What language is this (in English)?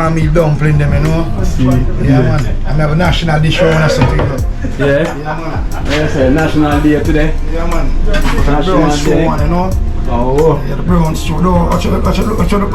Jamaican Creole English